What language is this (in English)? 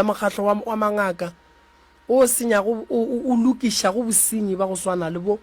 Northern Sotho